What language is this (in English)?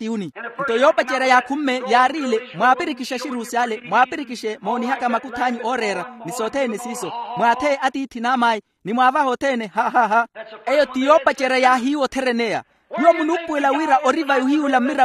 Makhuwa